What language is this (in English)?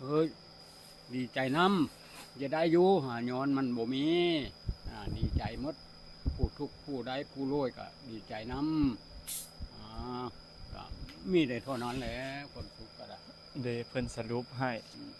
Northeastern Thai